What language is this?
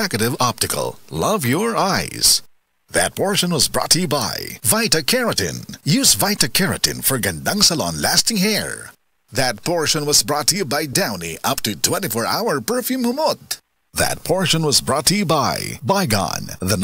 Cebuano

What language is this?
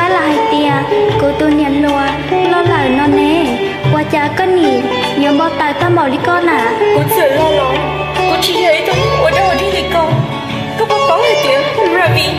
Hmong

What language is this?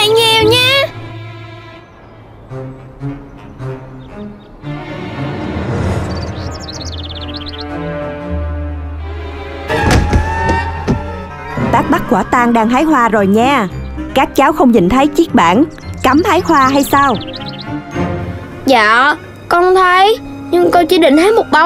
Vietnamese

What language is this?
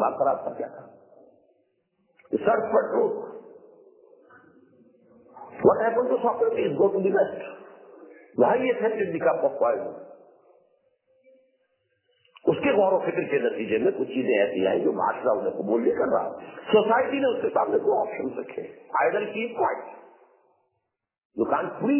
Urdu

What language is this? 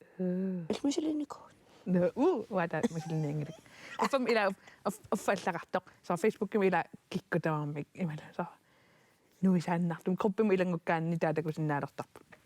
Kalaallisut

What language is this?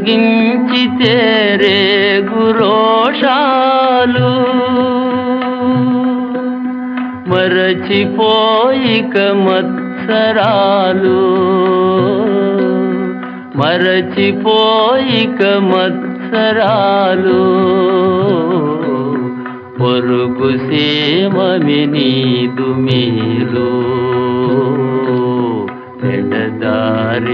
Telugu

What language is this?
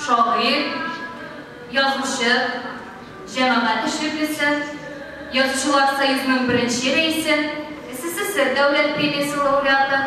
Tatar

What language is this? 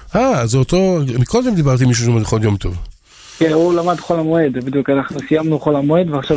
Hebrew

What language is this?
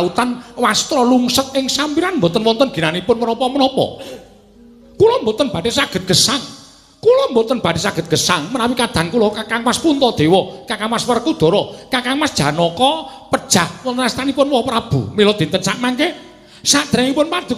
Javanese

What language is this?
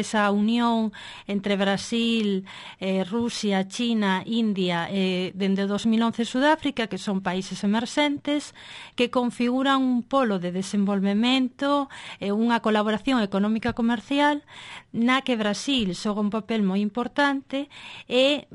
Galician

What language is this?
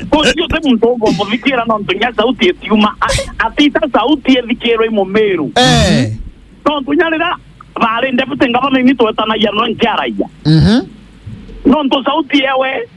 Meru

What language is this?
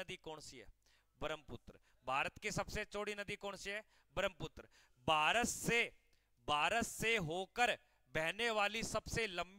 Hindi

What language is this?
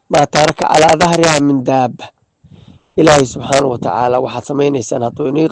Somali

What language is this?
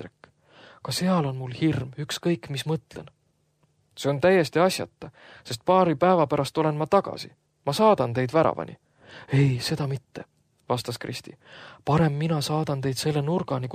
Estonian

